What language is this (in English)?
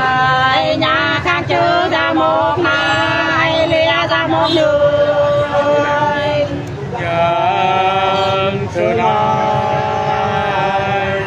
Nung (Viet Nam)